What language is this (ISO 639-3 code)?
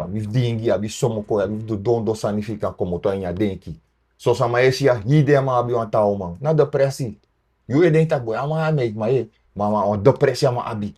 srn